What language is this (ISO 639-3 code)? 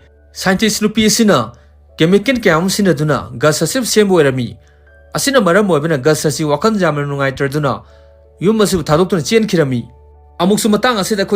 mni